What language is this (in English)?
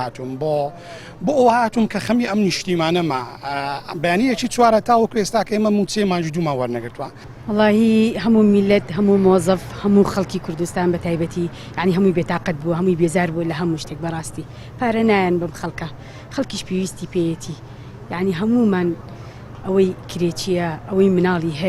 Central Kurdish